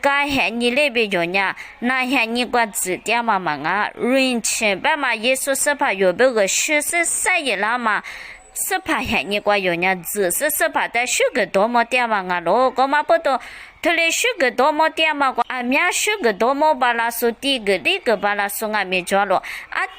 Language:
Lisu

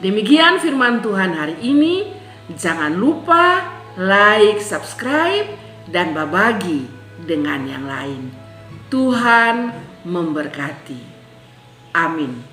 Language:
Kupang Malay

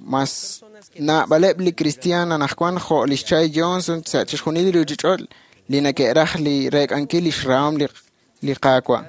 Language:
Kekchí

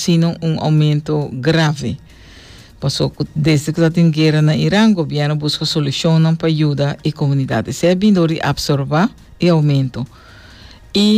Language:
Papiamento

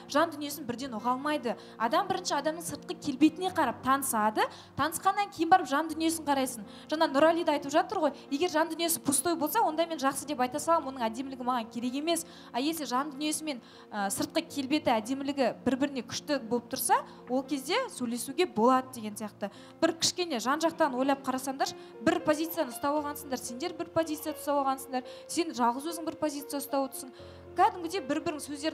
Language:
Kazakh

